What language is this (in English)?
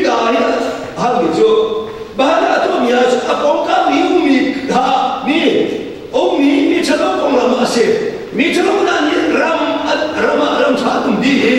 Hakha Chin